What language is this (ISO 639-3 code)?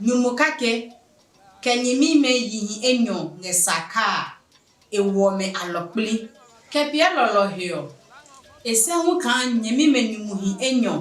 ada